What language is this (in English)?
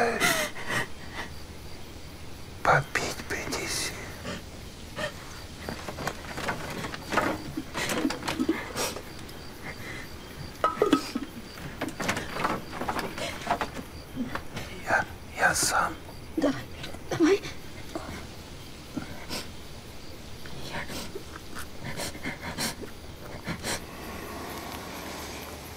Russian